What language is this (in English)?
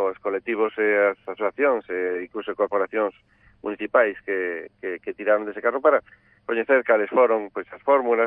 Galician